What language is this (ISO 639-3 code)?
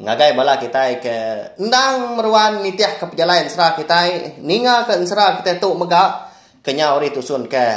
iba